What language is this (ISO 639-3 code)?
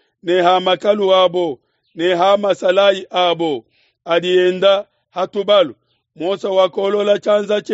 lua